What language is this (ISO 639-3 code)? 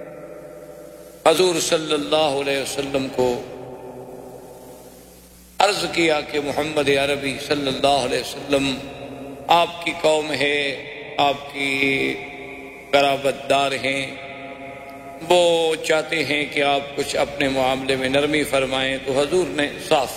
urd